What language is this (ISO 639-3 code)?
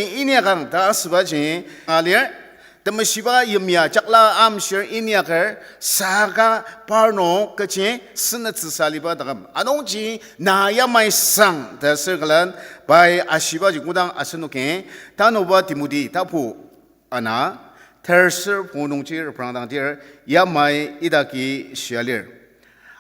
njo